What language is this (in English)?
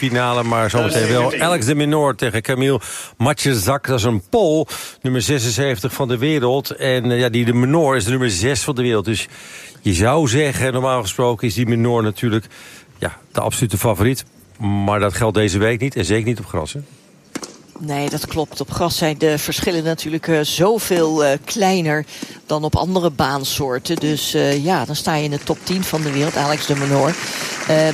Dutch